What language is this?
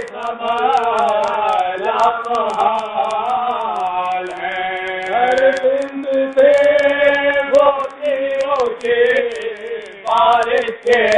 Urdu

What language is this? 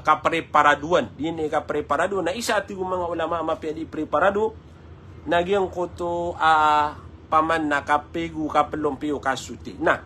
Maranao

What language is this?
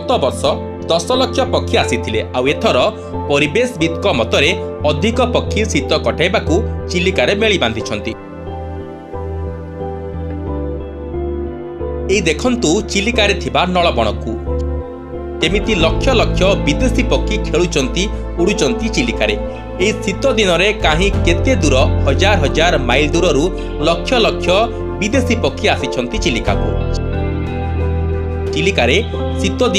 Odia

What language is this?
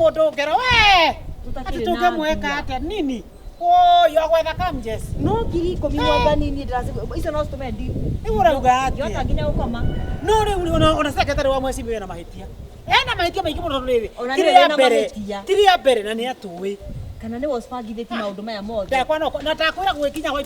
Kikuyu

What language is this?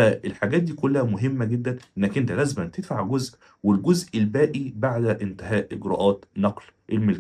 Egyptian Arabic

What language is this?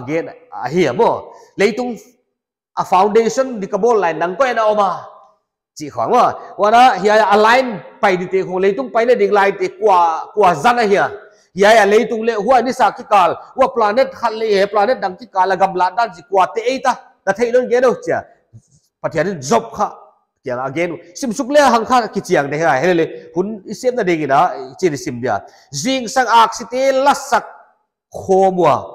Paite Chin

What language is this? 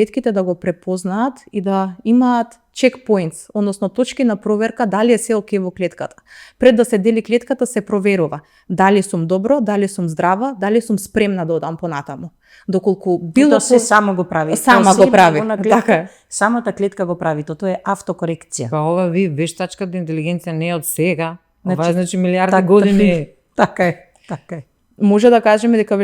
Macedonian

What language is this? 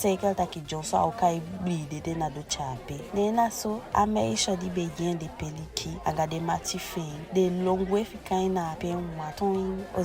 Eastern Maroon Creole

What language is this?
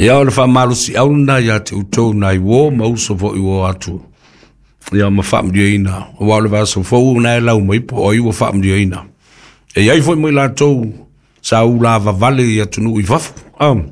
Samoan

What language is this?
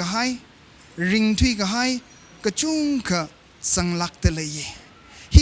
Tangkhul Naga (India)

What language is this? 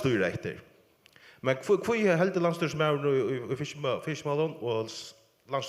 Faroese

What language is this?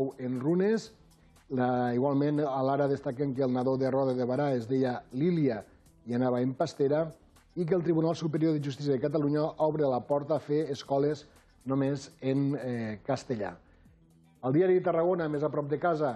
Catalan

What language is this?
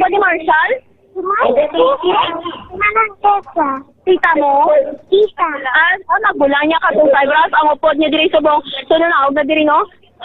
Hiligaynon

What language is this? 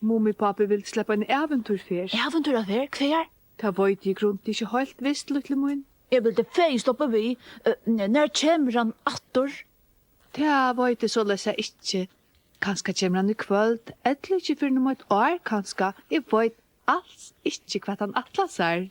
Faroese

